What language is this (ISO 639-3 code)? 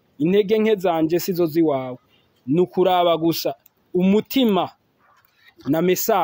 run